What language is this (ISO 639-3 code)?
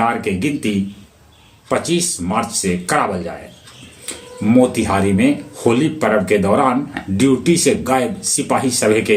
mag